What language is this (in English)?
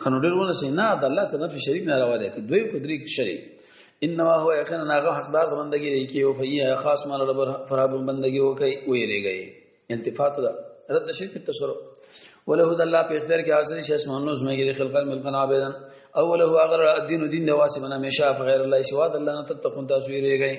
Pashto